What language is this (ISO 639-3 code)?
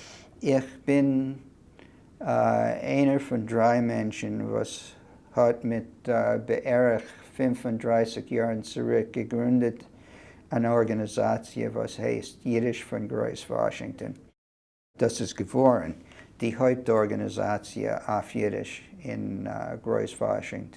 yid